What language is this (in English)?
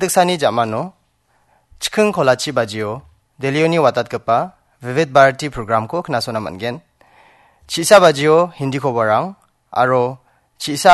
Garo